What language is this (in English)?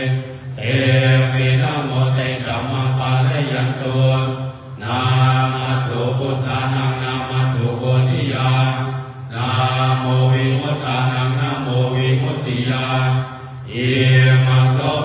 Pali